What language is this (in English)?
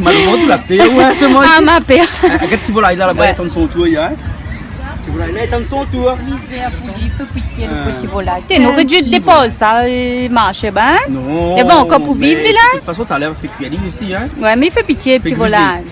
Réunion Creole French